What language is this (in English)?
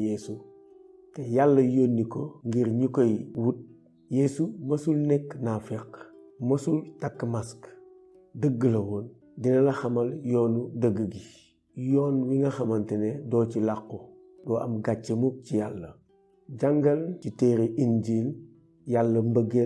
Wolof